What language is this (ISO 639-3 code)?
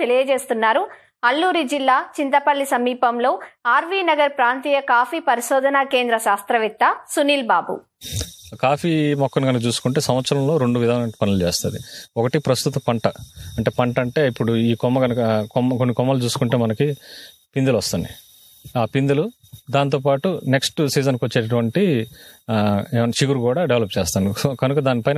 tel